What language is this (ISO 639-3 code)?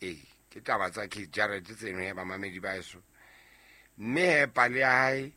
sot